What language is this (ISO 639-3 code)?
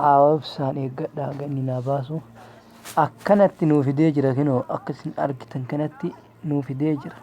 orm